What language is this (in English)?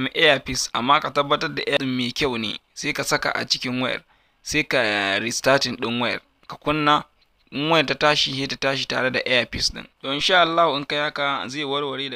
Hausa